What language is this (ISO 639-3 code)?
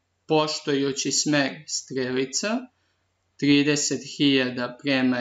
srp